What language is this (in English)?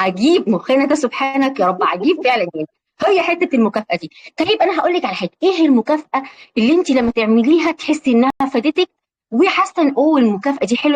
Egyptian Arabic